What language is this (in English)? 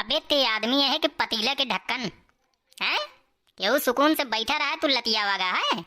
Awadhi